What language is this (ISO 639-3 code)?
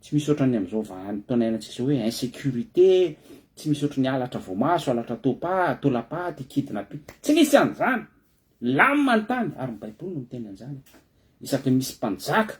mlg